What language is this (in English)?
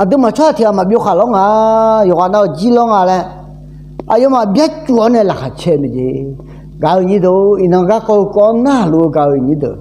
Akha